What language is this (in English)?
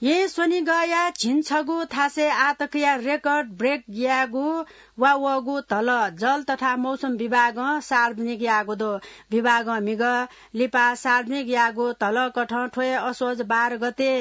Newari